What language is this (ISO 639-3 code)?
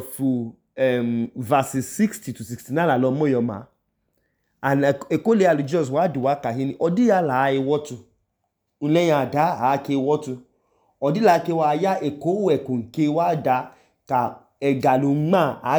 idu